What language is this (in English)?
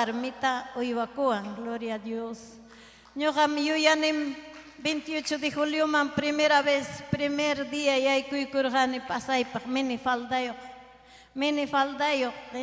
Ayacucho Quechua